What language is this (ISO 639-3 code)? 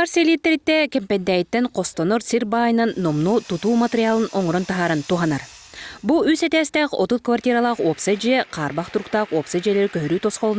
sah